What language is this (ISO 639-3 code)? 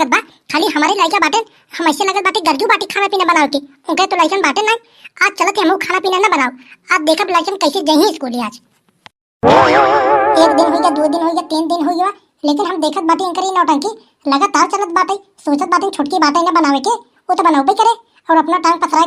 awa